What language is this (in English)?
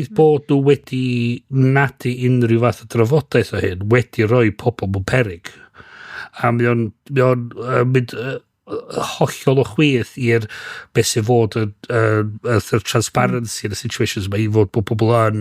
Welsh